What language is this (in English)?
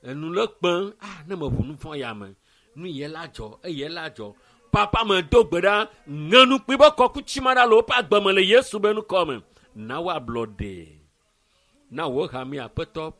Ewe